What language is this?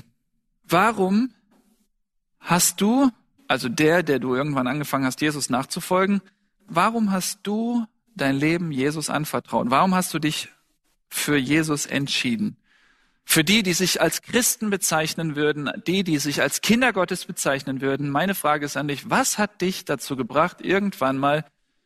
German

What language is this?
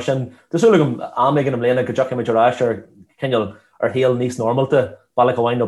Irish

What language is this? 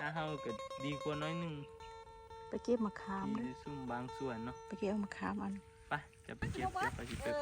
Northeastern Thai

